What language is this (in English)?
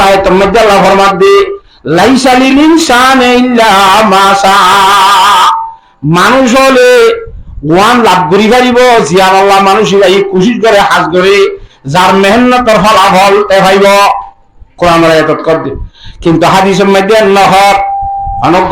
Rohingya